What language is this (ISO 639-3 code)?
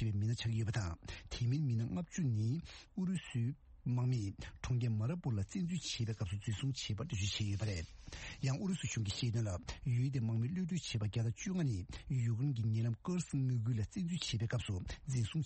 bod